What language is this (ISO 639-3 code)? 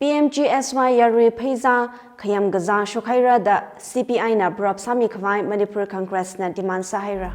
nmf